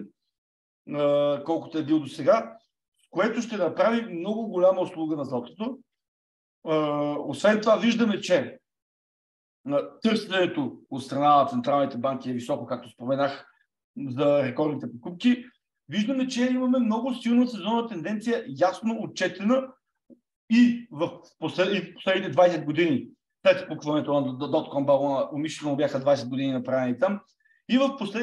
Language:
Bulgarian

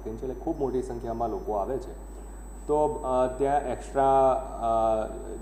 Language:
Gujarati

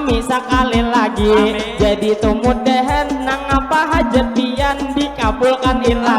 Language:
Banjar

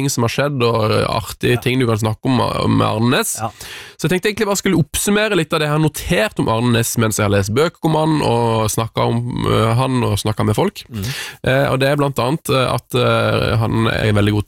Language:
Norwegian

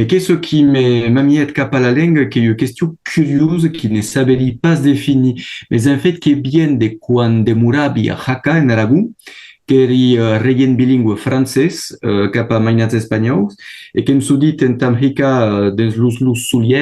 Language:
Occitan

